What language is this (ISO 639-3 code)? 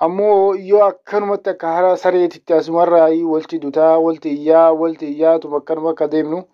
orm